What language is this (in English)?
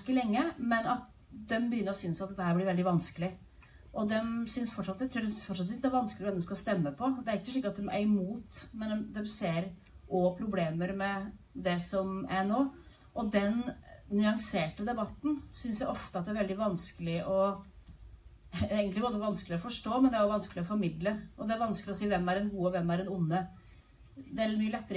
Norwegian